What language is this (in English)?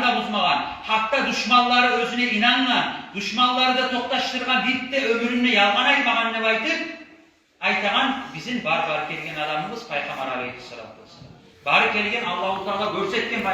Kumyk